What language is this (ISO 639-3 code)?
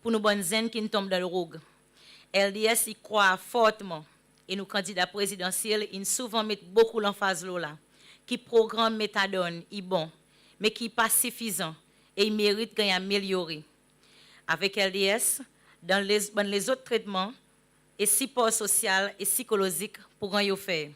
crs